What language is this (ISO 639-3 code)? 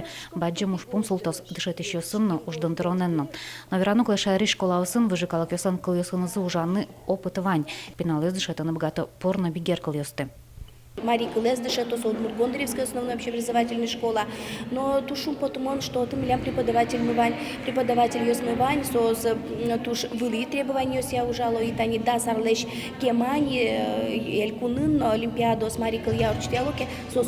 udm